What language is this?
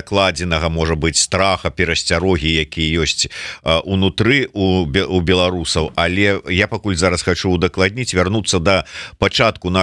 Belarusian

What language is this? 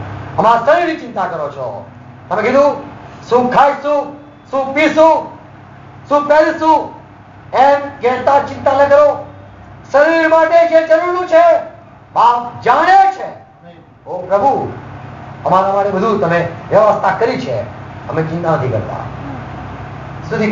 Gujarati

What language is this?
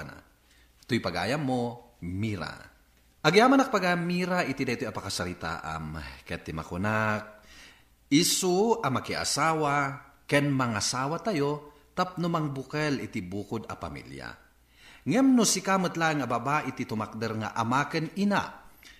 Iloko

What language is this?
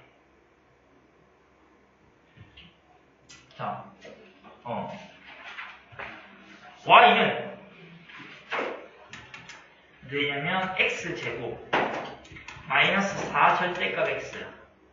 Korean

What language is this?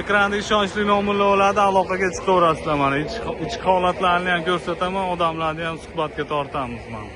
Uzbek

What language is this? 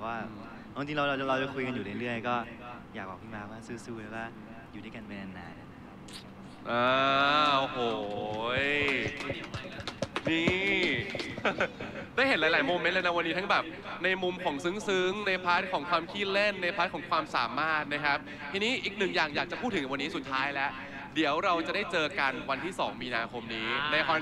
Thai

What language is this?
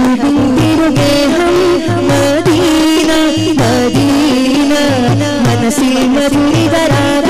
Malayalam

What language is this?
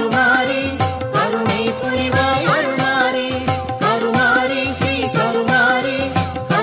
Tamil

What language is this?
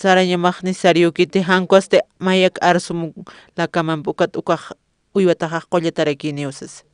Aymara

